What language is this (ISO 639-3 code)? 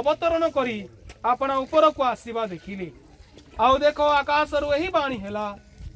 ori